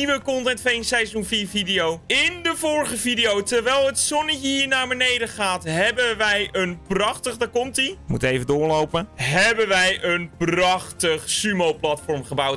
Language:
Dutch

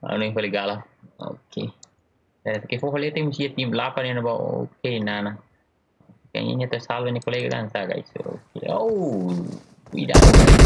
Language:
Tetum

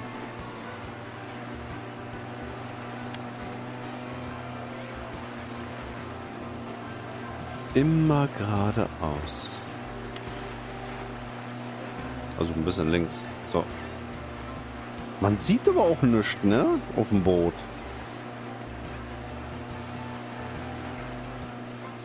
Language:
German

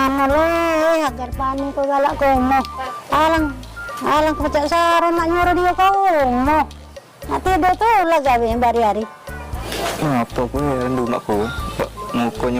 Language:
Musi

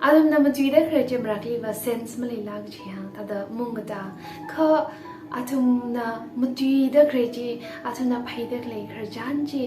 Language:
Tangkhul Naga (India)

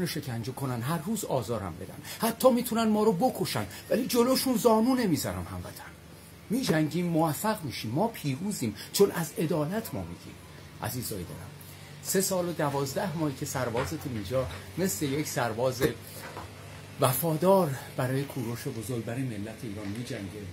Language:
Persian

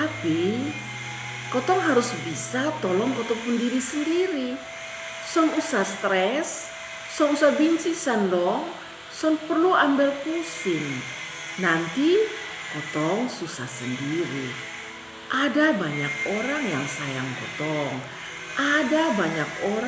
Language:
Kupang Malay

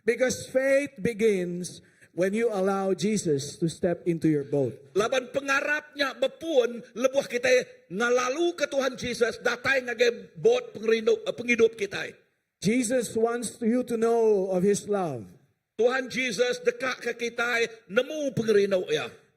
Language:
Iban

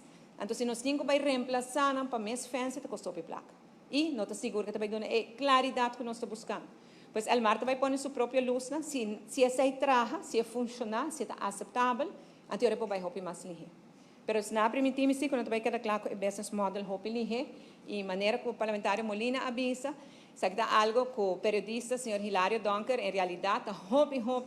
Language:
Papiamento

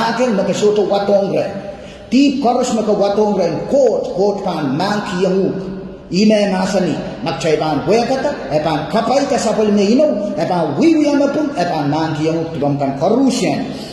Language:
Pohnpeian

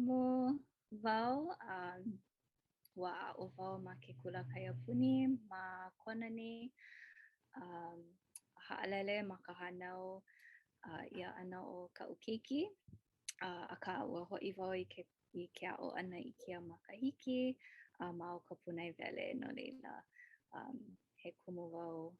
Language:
Hawaiian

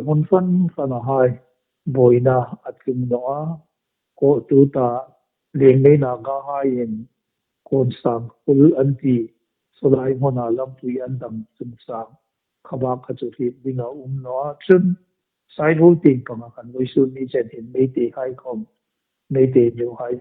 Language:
Hmar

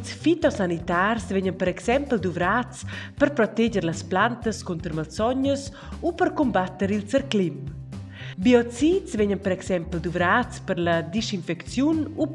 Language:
Romansh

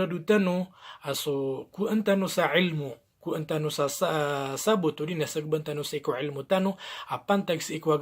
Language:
Maranao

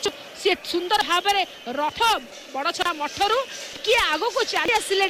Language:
Odia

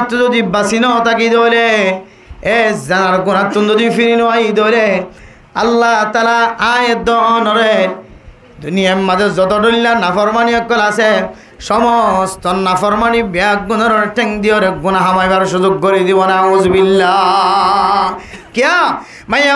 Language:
Rohingya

